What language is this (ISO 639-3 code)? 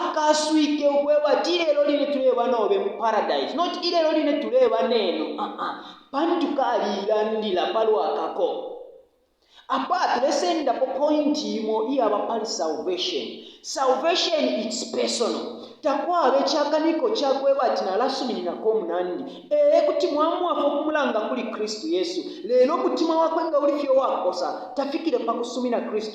bem